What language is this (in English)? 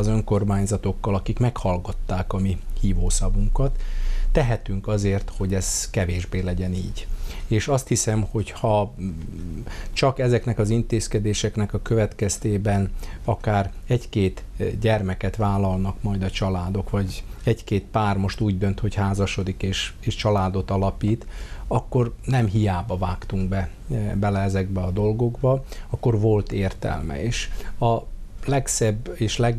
Hungarian